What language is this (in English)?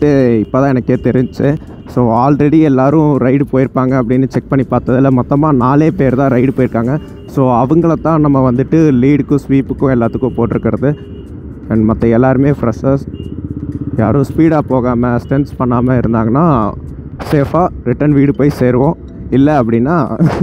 Tamil